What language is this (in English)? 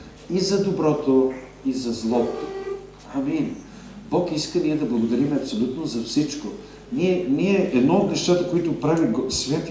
Bulgarian